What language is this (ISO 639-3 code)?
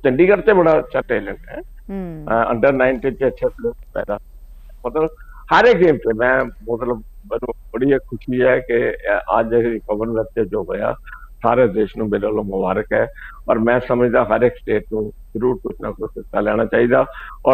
pan